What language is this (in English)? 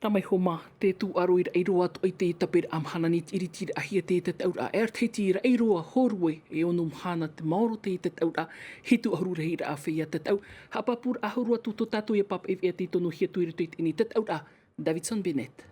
Tahitian